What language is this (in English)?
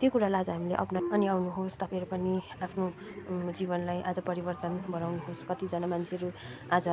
Nepali